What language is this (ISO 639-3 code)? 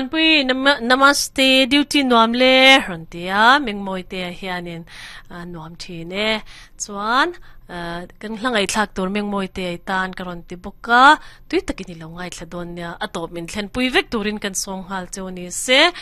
lus